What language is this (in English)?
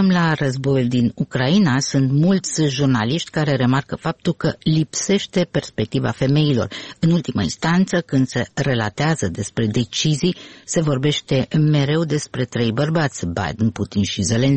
Romanian